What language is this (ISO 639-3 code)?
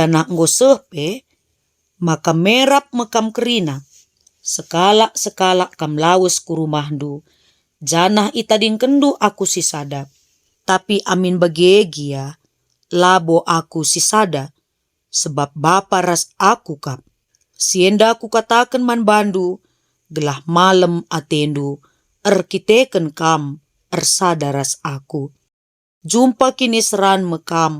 btx